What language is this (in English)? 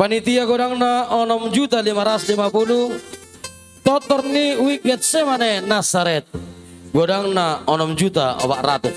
Batak Toba